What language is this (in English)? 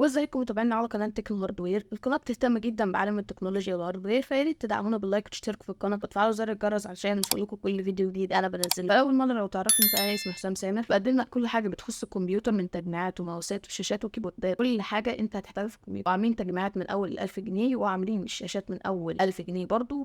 Egyptian Arabic